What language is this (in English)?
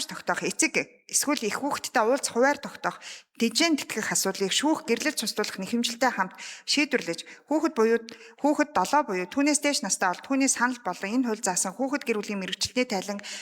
Mongolian